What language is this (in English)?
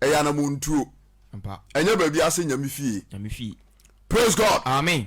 Akan